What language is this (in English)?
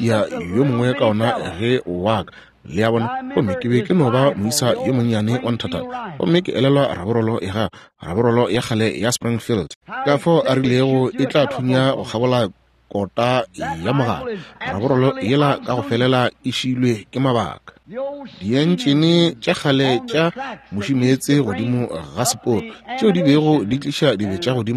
Northern Sotho